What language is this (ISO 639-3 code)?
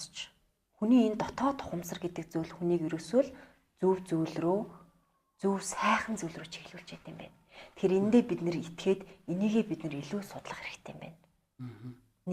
mon